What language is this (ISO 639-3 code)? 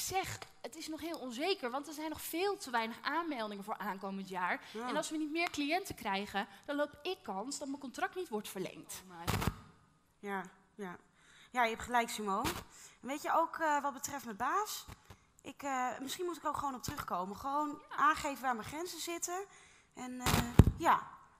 nld